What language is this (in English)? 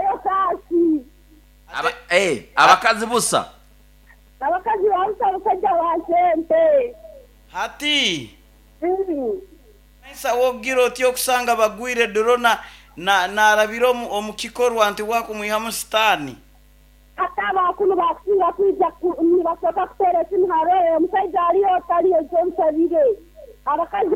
Nyoro